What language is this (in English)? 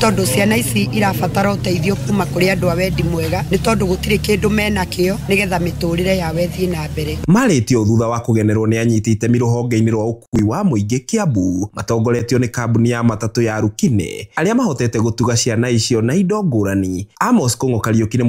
Kikuyu